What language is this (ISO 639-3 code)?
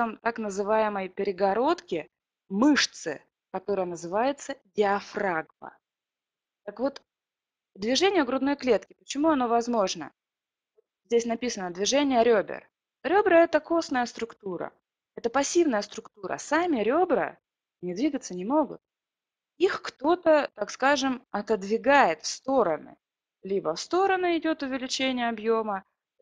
rus